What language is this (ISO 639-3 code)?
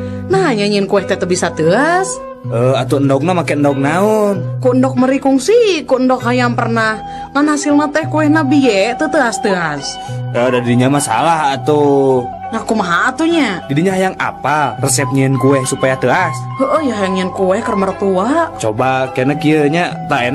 sun